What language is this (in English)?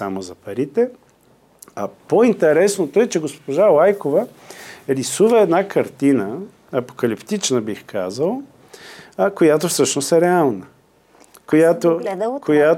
Bulgarian